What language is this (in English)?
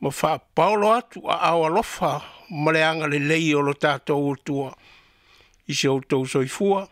Samoan